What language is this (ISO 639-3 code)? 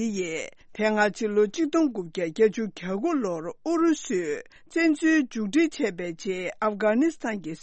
bod